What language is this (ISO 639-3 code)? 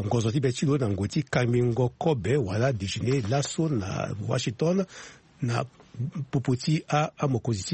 sag